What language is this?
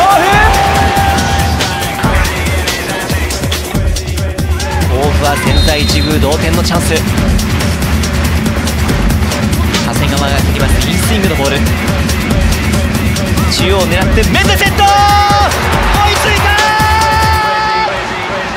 Japanese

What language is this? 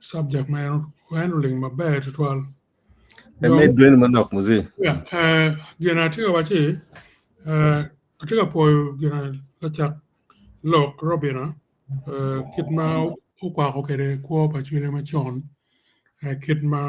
Acoli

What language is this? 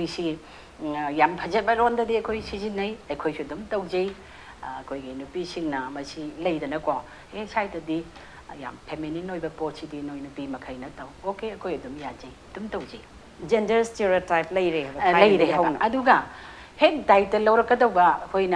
Manipuri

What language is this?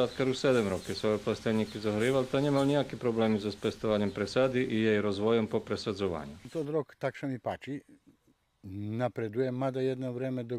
Rusyn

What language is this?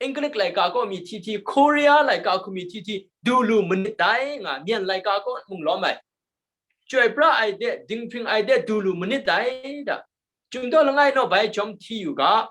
Kachin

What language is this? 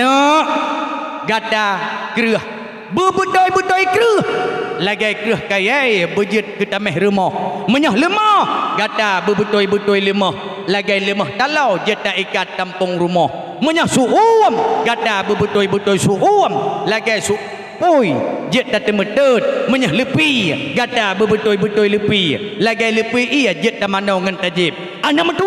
Achinese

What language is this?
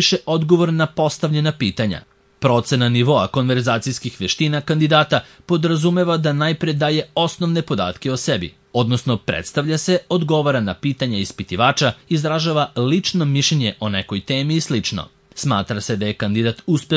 Serbian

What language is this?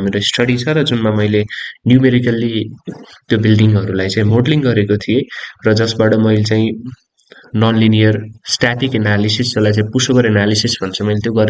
Nepali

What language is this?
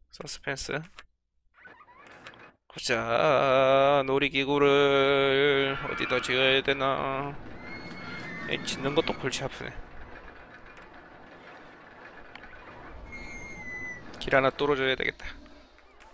Korean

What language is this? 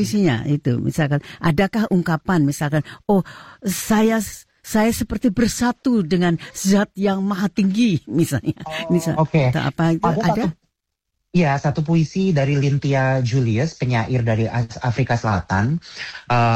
Indonesian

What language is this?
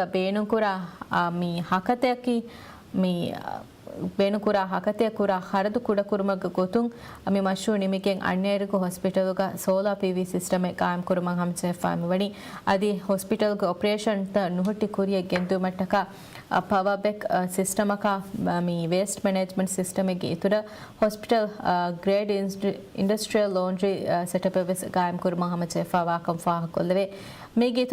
Divehi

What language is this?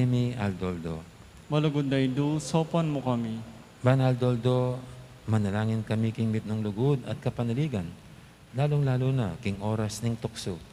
Pampanga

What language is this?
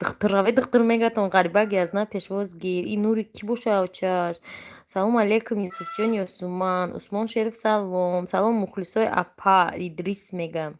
Tajik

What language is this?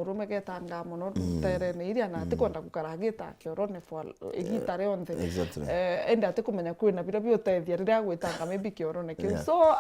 Meru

